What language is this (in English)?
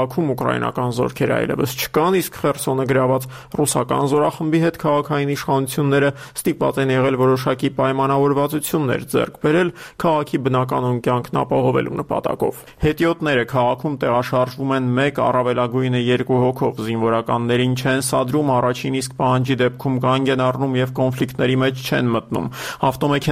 Armenian